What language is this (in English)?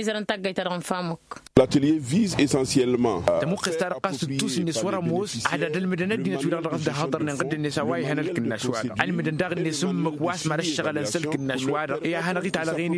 Tamasheq